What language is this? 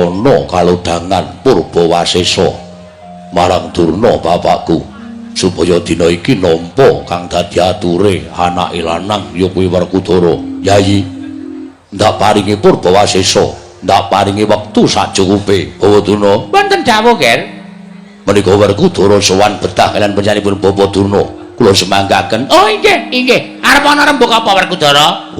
Javanese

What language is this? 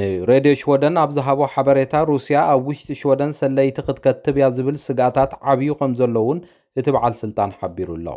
Tigrinya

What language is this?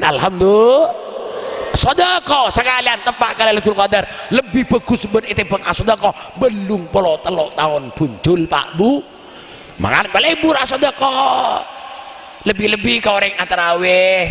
Madurese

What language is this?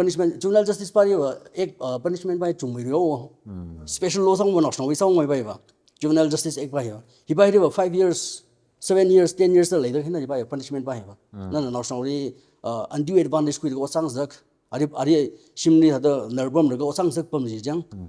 Tangkhul Naga (India)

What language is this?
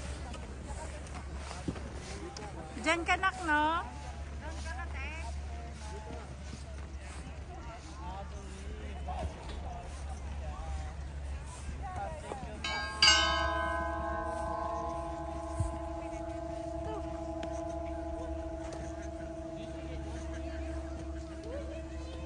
Filipino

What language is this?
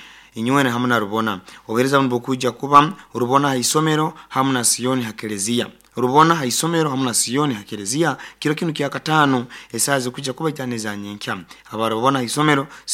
Nyoro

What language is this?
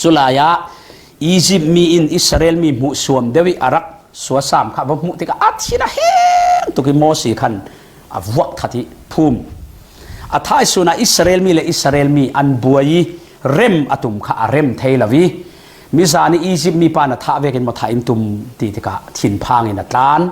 Falam Chin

